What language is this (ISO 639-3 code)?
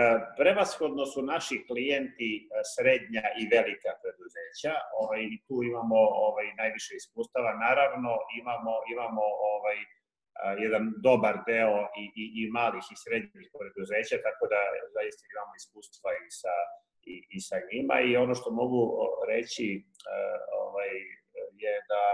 srp